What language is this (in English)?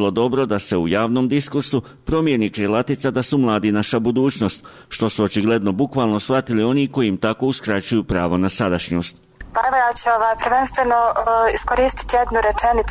Bosnian